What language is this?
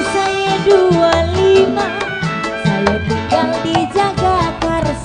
Betawi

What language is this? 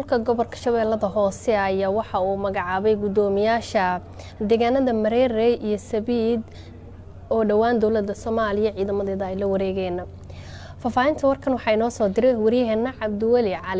Somali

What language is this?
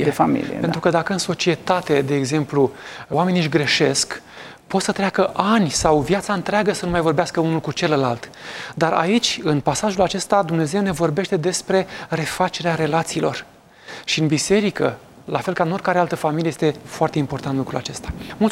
Romanian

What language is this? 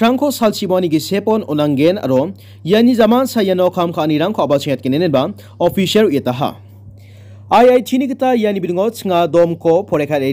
Garo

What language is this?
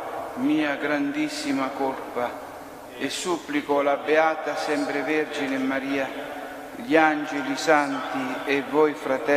Italian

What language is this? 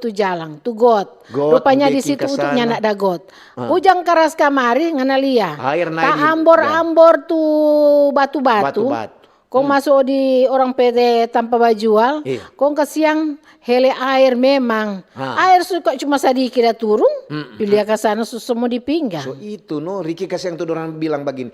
Manado Malay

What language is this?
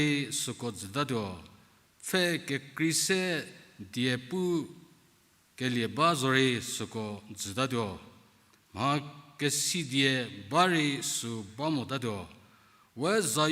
Angami Naga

